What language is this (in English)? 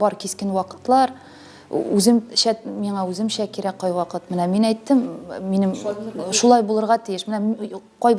Tatar